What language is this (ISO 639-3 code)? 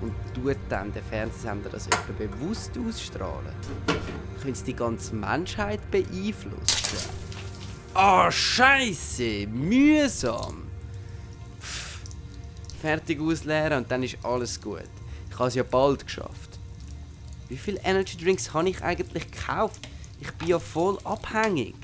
gsw